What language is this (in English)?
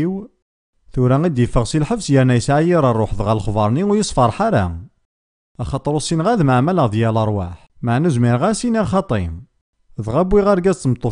Kabyle